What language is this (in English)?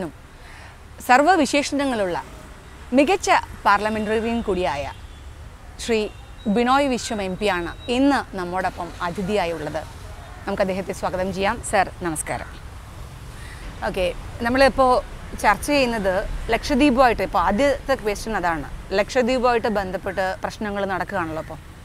Malayalam